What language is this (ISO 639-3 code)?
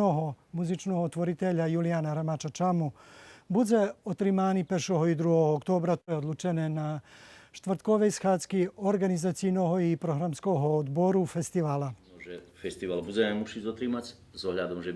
rue